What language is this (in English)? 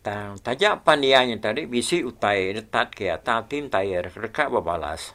Iban